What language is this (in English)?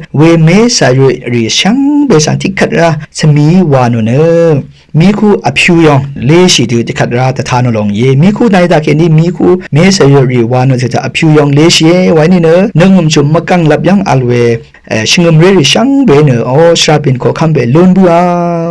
Rawang